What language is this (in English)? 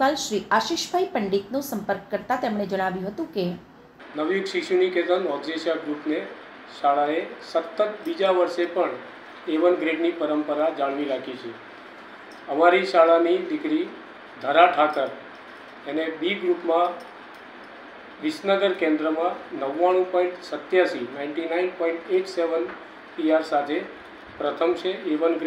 Gujarati